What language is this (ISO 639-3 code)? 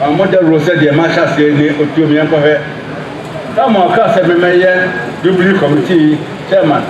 aka